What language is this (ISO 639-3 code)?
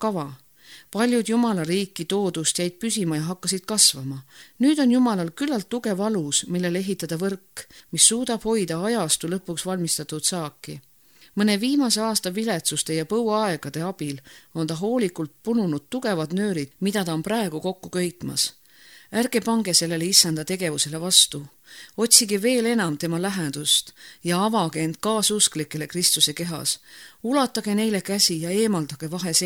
est